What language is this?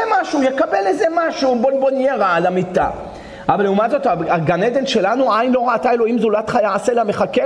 Hebrew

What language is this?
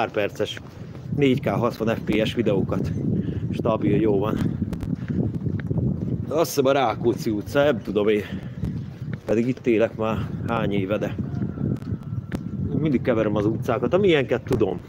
Hungarian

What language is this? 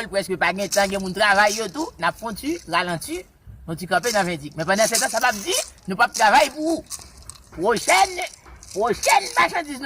Haitian Creole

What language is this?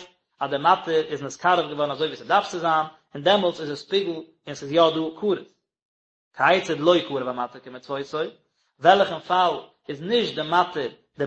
Yiddish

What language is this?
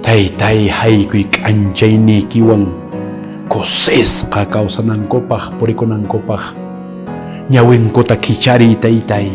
Quechua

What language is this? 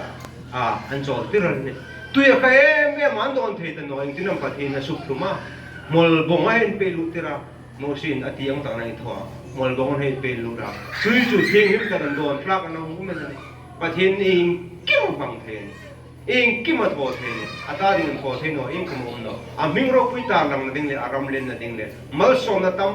Hmar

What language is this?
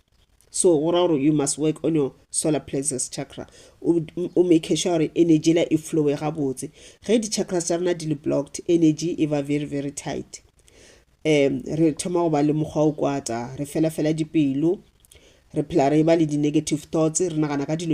Northern Sotho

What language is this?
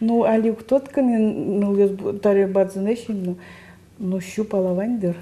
Udmurt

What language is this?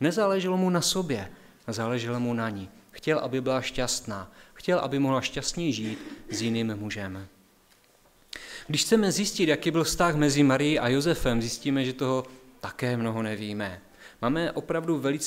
Czech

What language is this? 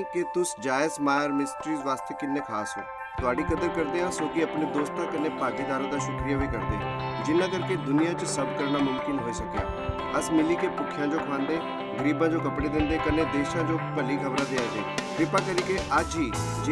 Dogri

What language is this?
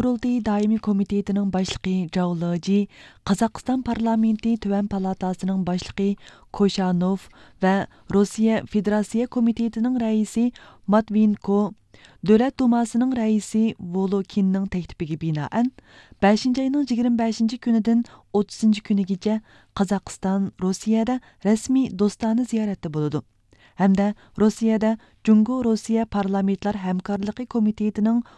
Uyghur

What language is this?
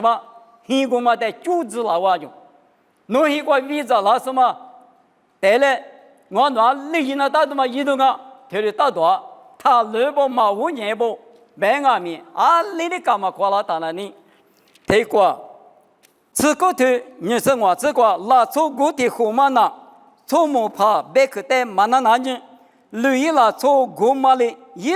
Lisu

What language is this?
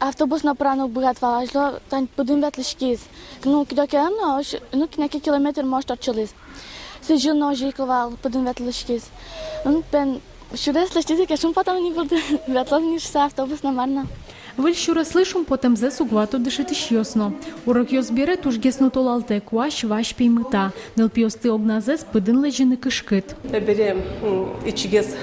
Udmurt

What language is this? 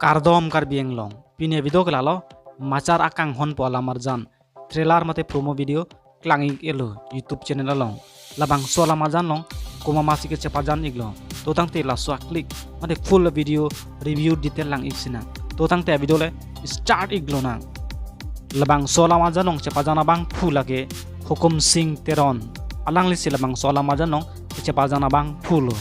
Karbi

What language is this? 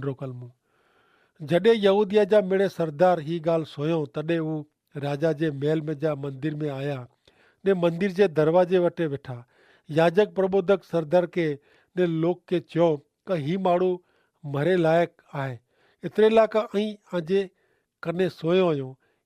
Kachhi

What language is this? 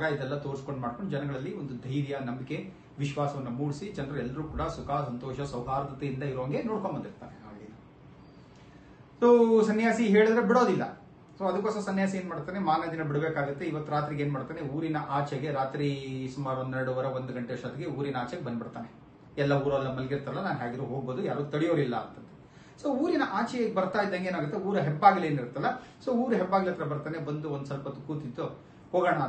Kannada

